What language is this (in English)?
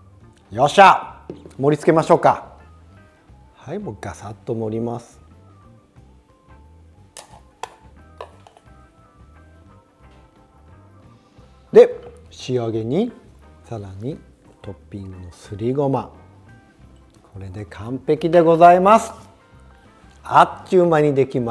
Japanese